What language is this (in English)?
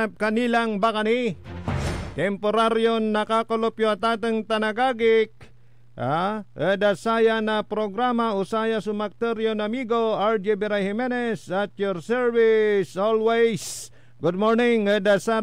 Pangasinan